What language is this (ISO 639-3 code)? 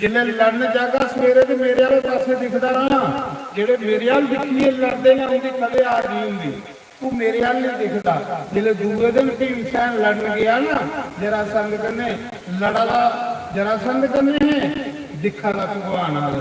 doi